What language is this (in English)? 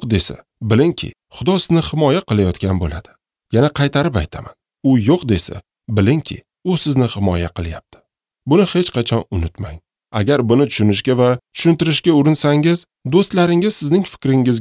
Uzbek